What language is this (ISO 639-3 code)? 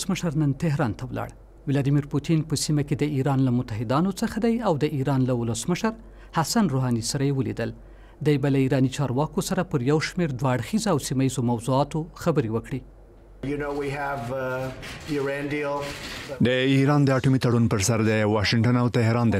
pus